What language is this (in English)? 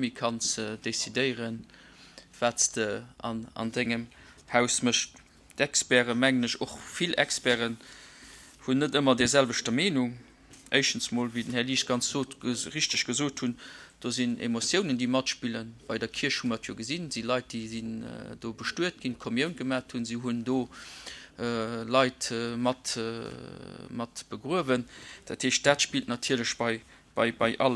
Luxembourgish